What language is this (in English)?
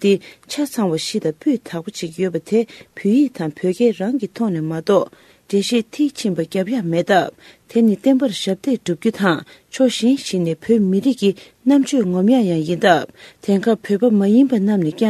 Tibetan